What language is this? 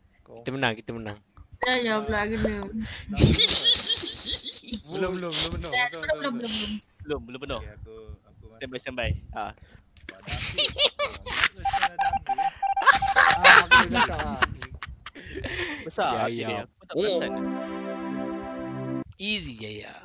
Malay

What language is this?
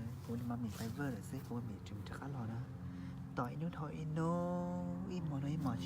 Hmong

